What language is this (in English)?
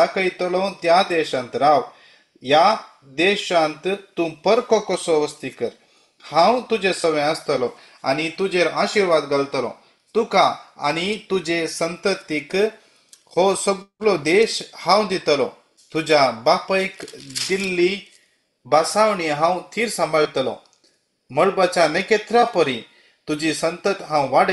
Konkani